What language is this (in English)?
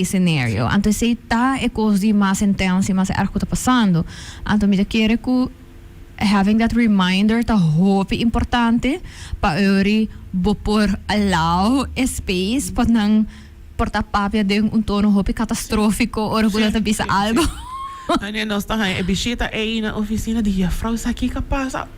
Papiamento